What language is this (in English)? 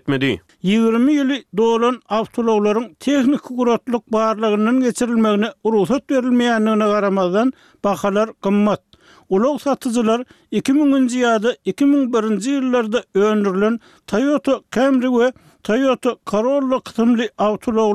Turkmen